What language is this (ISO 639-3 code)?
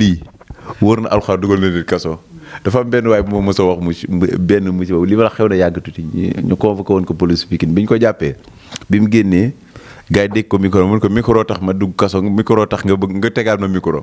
wol